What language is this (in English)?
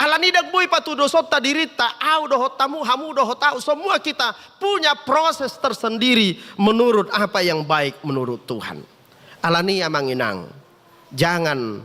Batak Toba